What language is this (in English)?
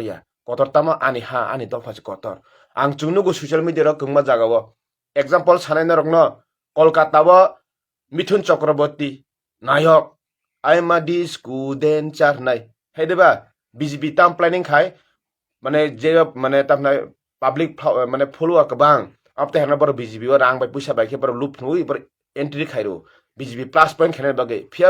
Kok Borok